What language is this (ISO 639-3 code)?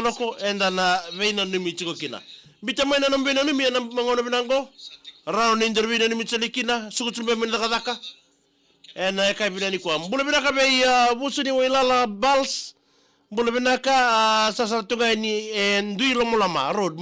fij